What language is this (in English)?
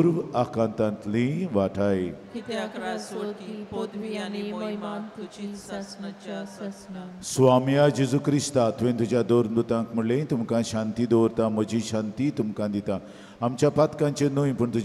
Konkani